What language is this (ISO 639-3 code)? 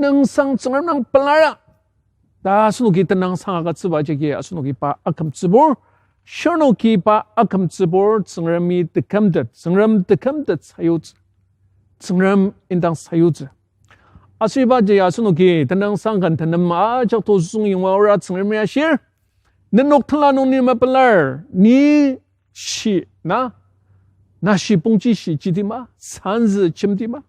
njo